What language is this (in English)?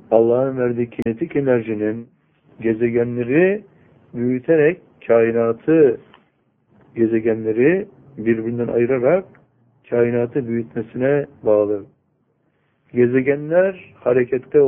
Turkish